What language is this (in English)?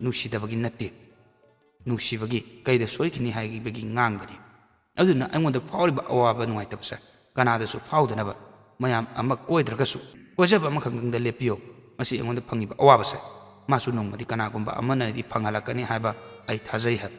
Manipuri